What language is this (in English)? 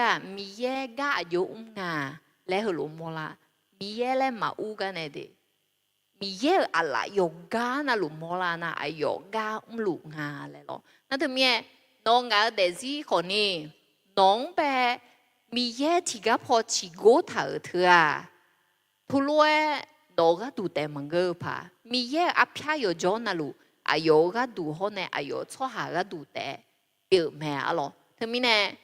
Akha